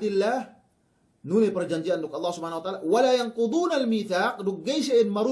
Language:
Yakan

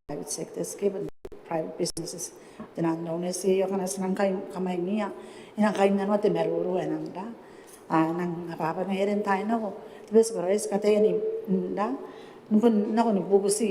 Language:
Gilbertese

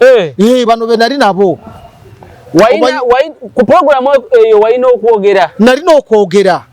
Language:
Ganda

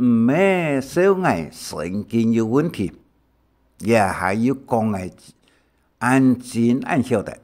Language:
Hakka Chinese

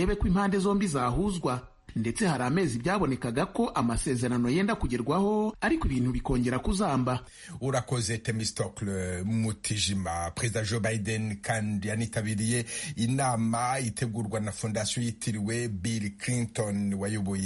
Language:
Kinyarwanda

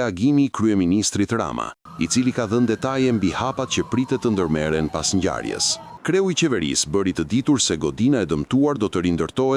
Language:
Albanian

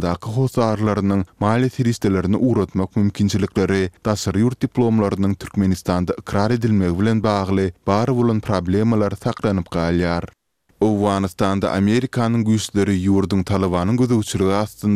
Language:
Turkmen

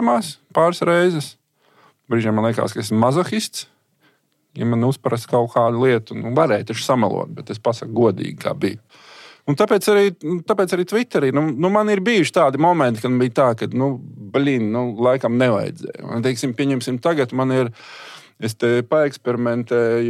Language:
Latvian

